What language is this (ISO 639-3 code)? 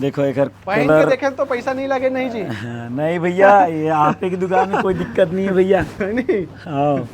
hne